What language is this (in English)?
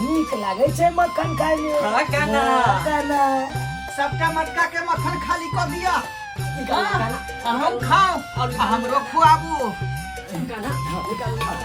Maithili